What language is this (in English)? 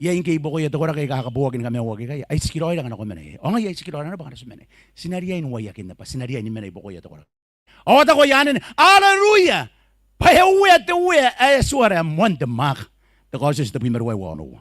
Gilbertese